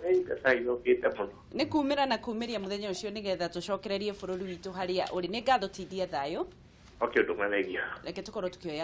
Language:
Kikuyu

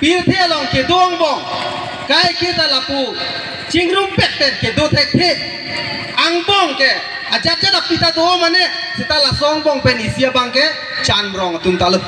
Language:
Karbi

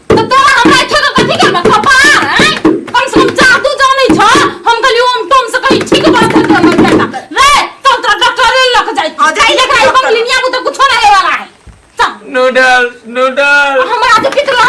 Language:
Maithili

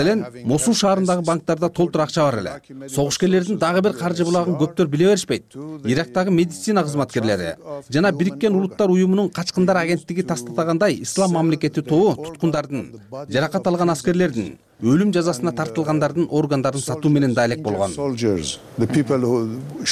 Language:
Kyrgyz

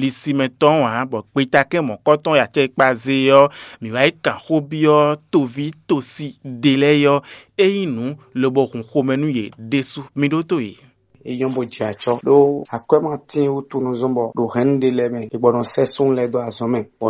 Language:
Fon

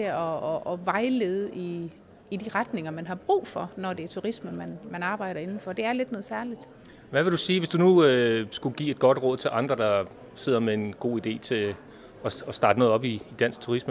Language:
Danish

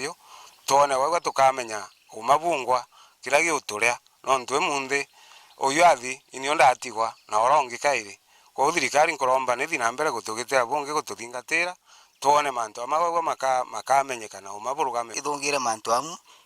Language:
Meru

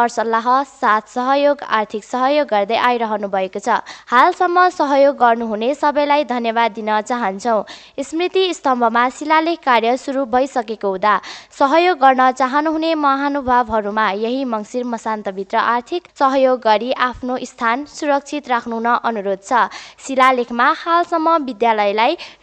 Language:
Nepali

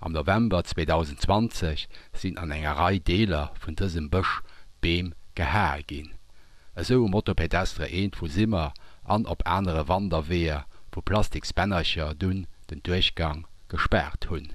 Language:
Luxembourgish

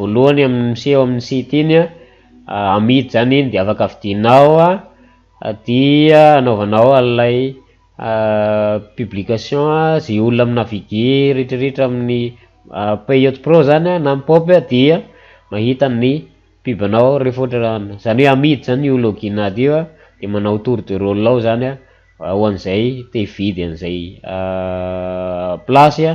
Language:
Malagasy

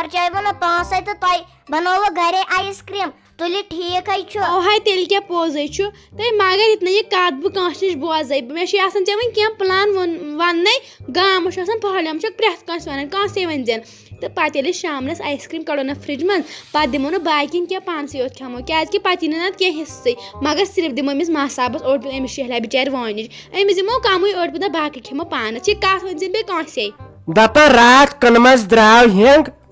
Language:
Kashmiri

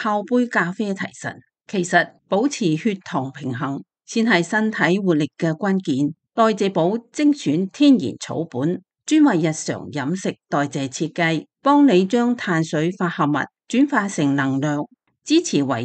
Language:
Cantonese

